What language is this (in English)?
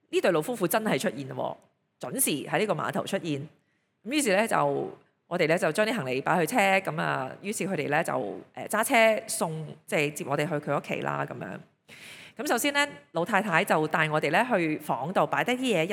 Cantonese